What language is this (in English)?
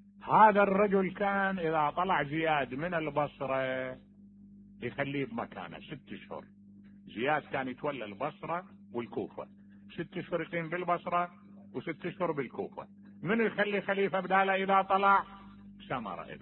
Mesopotamian Arabic